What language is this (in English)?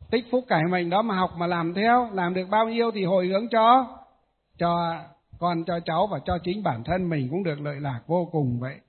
Vietnamese